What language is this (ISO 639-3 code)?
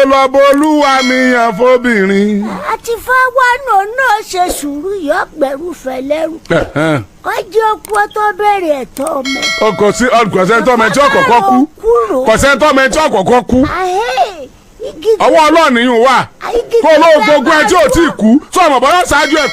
yor